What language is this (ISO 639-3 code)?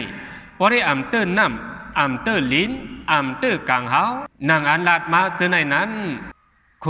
shn